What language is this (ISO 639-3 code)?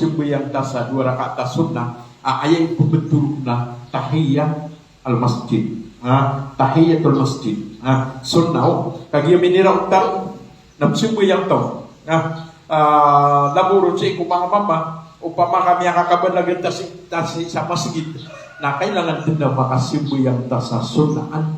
mrw